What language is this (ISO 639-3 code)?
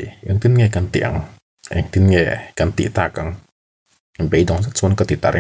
lus